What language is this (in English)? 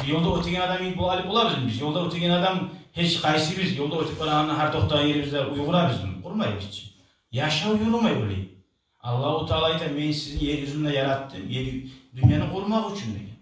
Kumyk